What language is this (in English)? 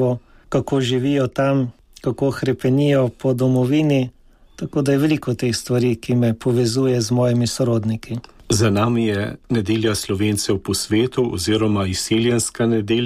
Slovenian